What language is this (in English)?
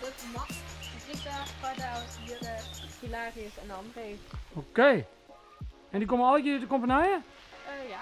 Western Frisian